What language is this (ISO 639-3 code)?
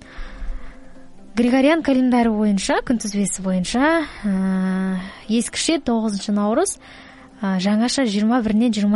kaz